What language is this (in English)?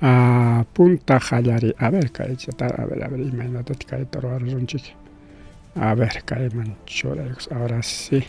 Ayacucho Quechua